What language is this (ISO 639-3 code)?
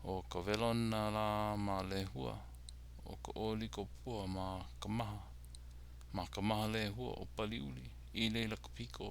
haw